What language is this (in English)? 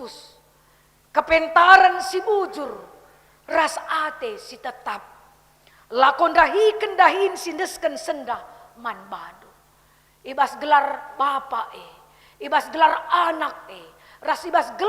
Batak Karo